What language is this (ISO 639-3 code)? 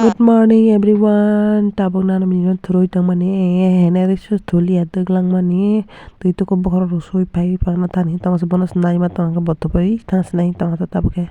trp